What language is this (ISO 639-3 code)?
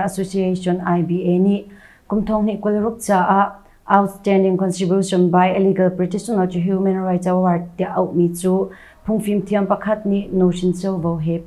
cnh